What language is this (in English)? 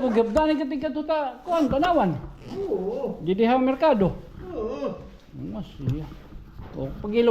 Waray